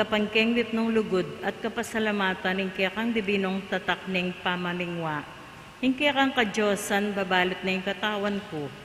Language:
Pampanga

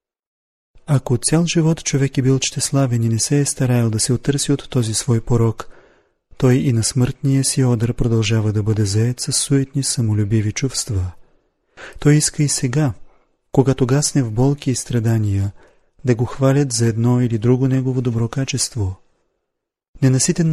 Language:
Bulgarian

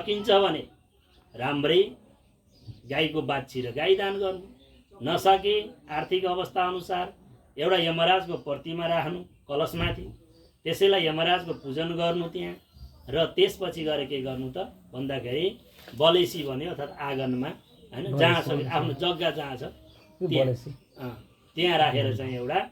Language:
Nepali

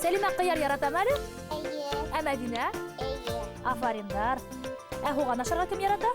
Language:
Bashkir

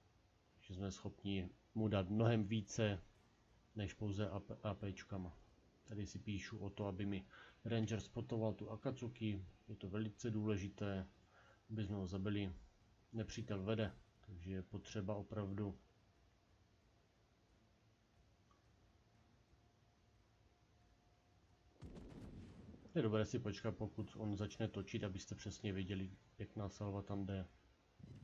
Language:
Czech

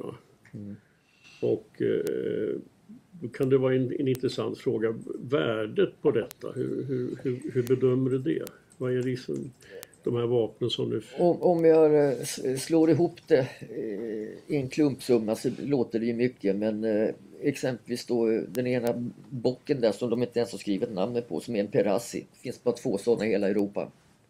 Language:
Swedish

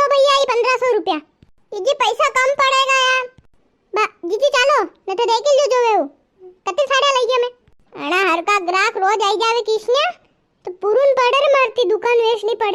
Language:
Rajasthani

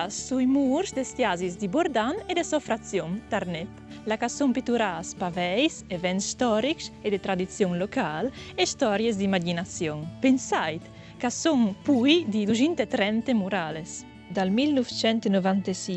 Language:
Friulian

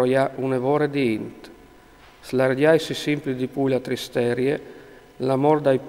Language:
Friulian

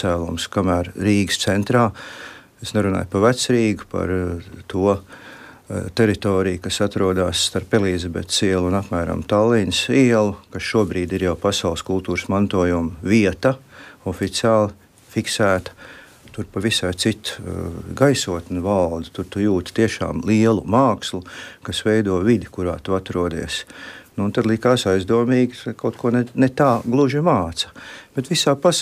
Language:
Latvian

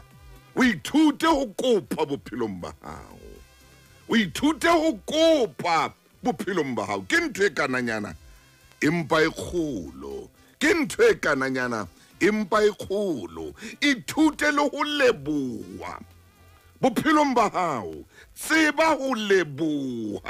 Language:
Southern Sotho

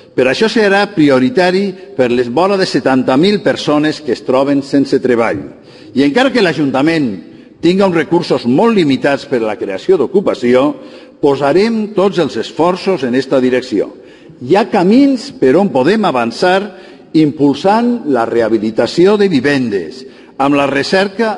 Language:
Catalan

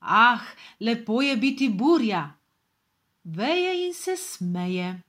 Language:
Slovenian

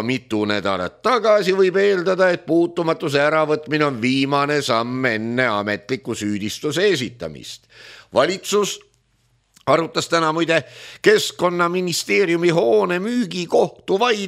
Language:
Estonian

